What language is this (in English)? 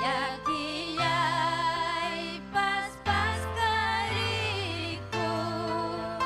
Ayacucho Quechua